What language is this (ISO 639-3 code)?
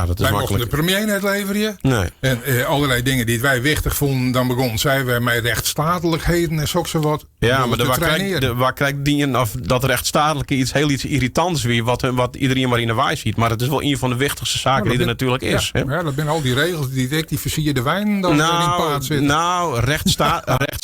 fry